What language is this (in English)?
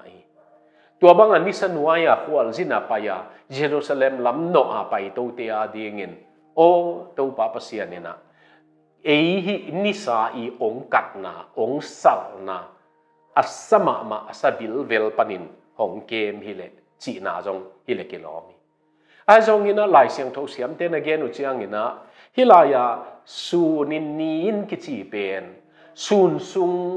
Tedim Chin